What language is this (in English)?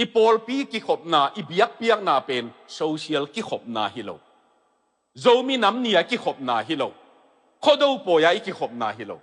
Tedim Chin